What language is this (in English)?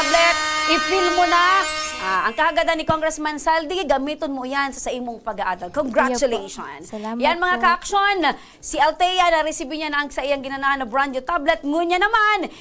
Bikol